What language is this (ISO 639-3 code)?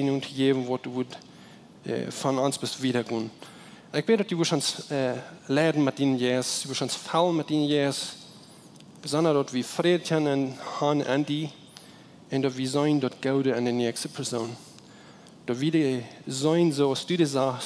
pdt